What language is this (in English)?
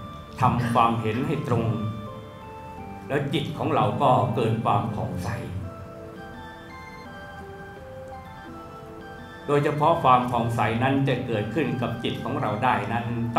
Thai